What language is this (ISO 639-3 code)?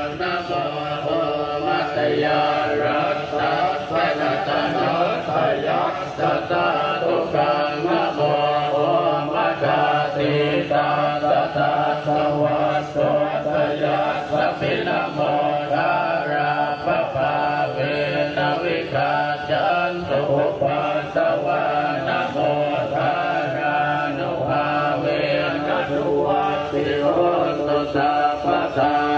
pli